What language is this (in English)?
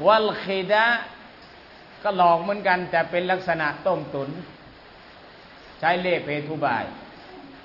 Thai